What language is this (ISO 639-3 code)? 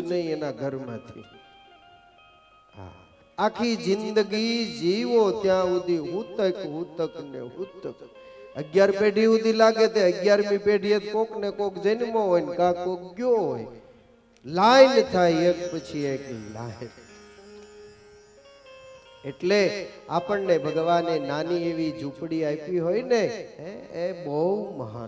guj